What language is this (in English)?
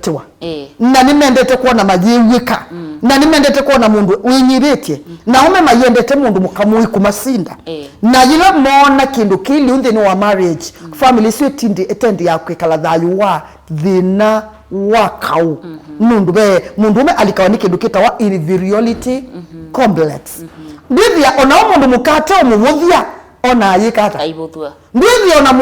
Kamba